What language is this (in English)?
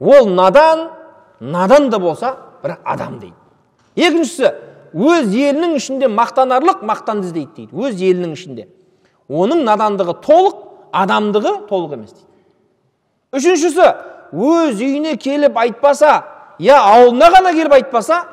Kazakh